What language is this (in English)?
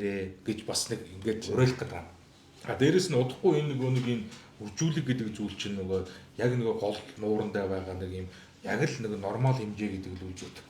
Mongolian